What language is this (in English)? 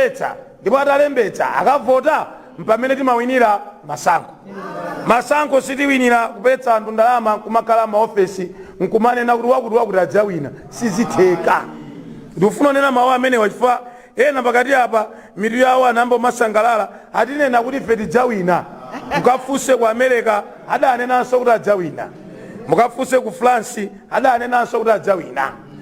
Nyanja